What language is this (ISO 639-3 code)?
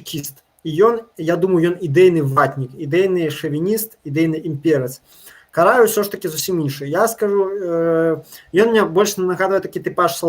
bel